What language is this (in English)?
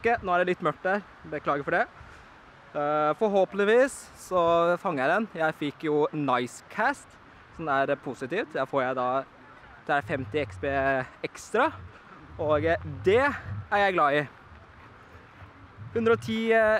Norwegian